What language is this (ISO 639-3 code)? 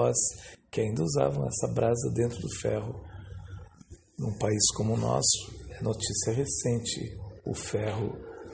por